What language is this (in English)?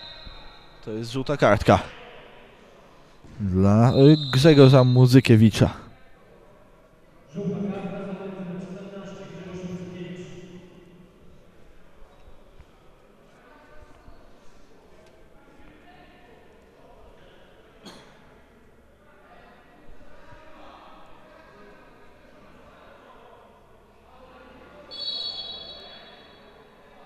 Polish